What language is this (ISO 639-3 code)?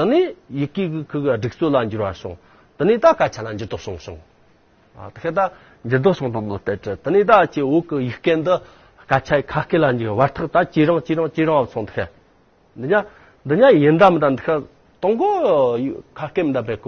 adx